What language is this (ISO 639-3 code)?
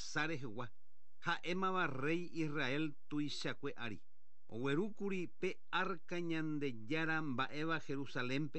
grn